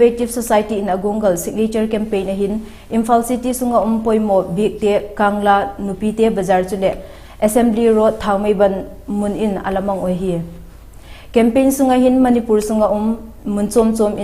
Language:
Vaiphei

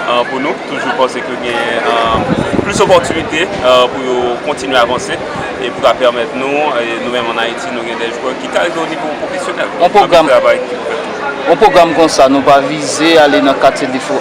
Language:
Haitian Creole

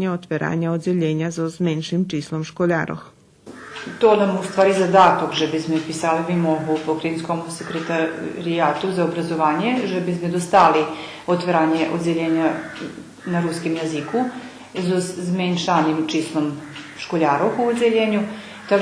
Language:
Rusyn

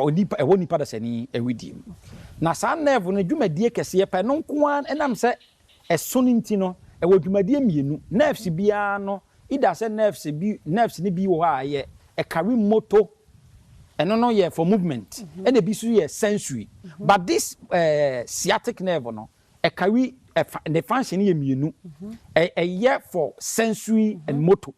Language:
Akan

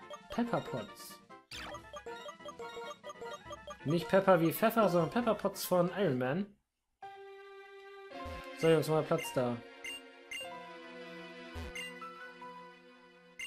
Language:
German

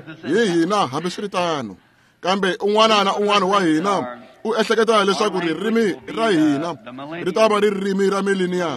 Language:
Tsonga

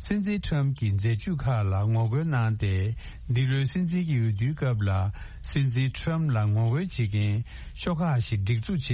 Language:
Tibetan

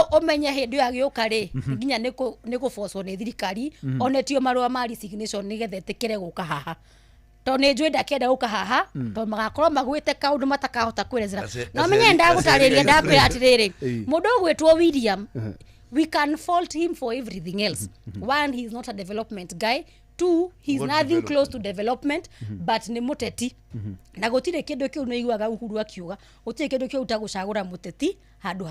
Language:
Kikuyu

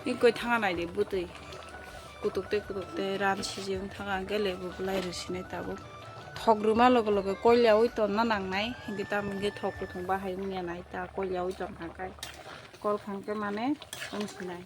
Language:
Kok Borok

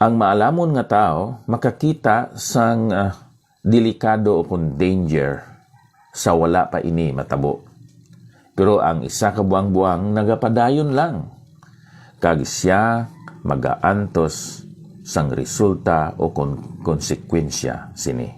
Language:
Hiligaynon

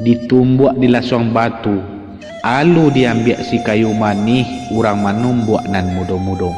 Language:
Minangkabau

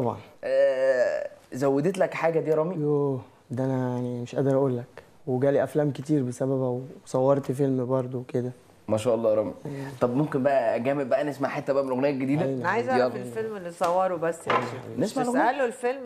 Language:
Egyptian Arabic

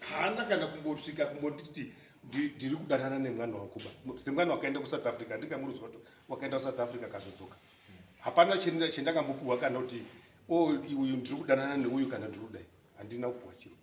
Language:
Shona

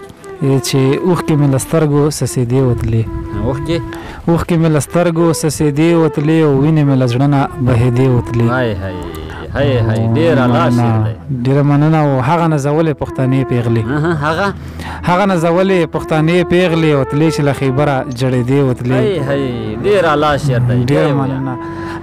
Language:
Pashto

